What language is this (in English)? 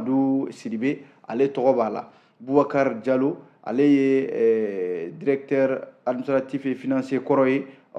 Bambara